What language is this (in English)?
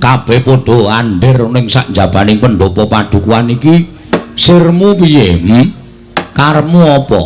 Javanese